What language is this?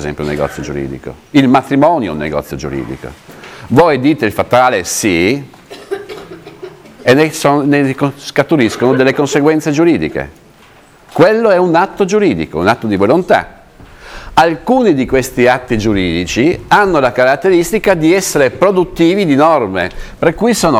Italian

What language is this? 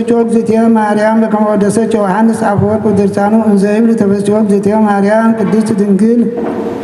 Geez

